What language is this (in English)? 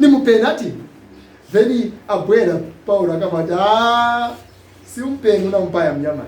Nyanja